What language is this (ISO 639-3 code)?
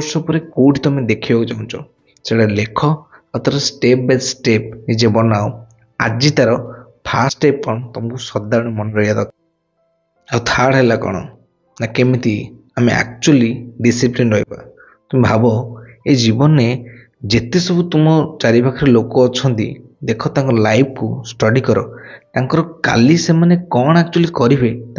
ori